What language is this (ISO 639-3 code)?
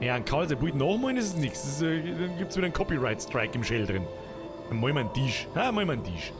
bar